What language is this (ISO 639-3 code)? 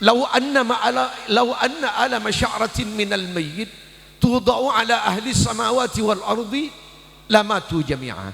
mad